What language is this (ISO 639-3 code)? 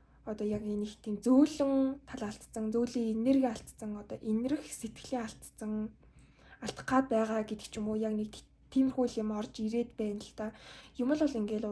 mon